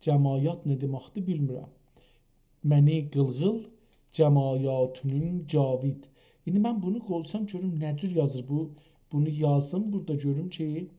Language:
South Azerbaijani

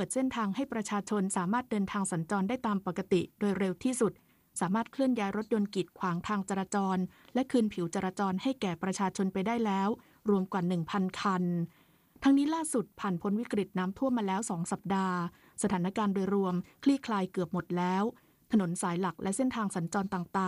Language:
Thai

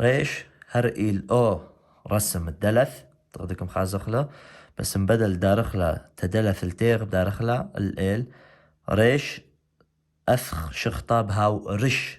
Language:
Assyrian Neo-Aramaic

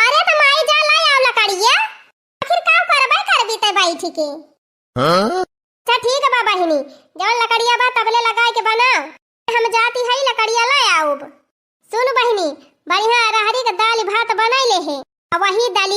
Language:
Awadhi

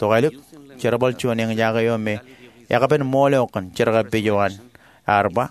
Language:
Marshallese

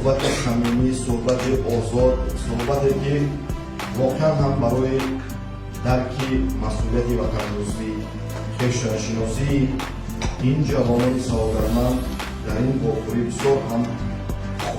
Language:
Tajik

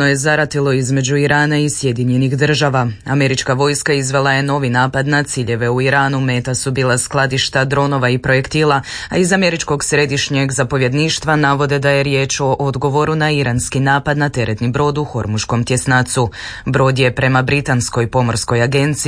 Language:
Croatian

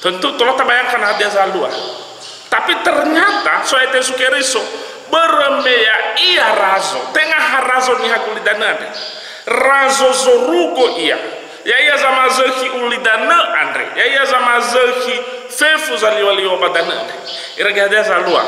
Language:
Nias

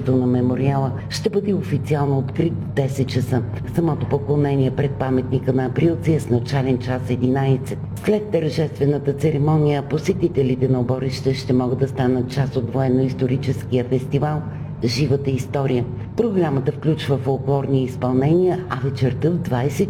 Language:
Bulgarian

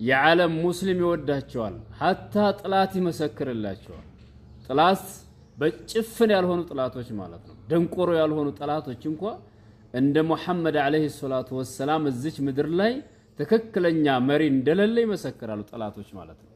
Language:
Amharic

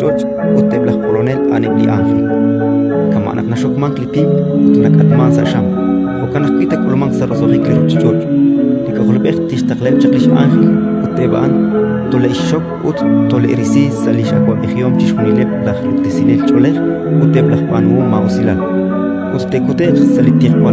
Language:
Kekchí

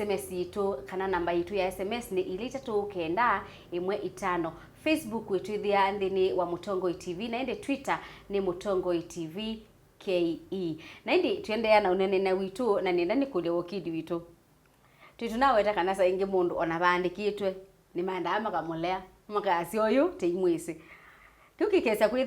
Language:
Kamba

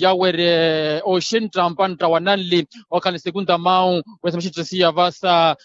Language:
Makhuwa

